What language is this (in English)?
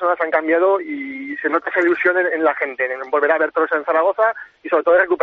Spanish